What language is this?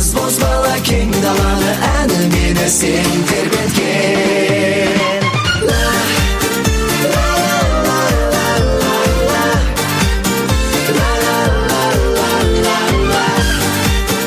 Kazakh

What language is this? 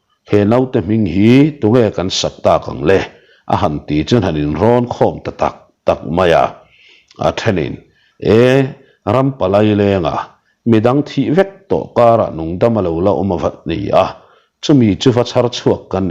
Mizo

